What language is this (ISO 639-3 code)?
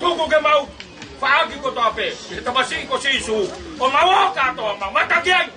ton